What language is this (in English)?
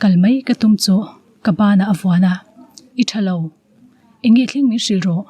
Mizo